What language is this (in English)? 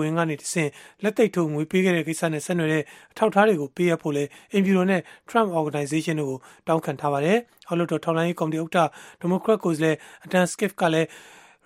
Burmese